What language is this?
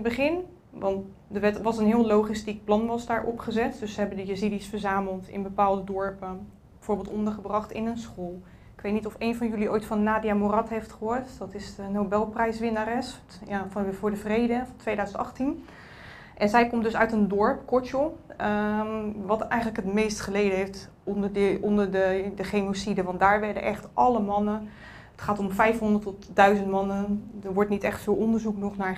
Dutch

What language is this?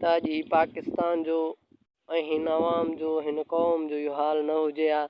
Sindhi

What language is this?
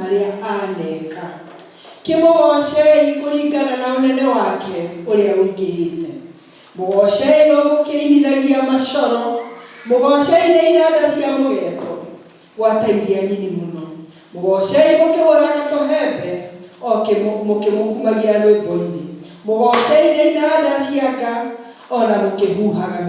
Kikuyu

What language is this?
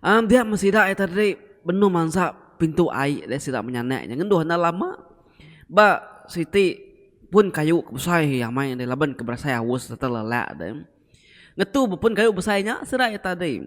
Iban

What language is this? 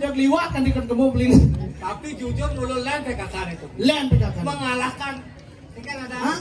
Balinese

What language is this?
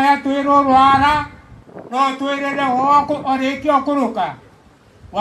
Meru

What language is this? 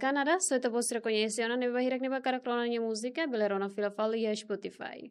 Tetum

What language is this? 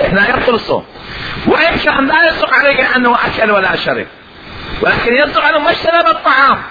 Mesopotamian Arabic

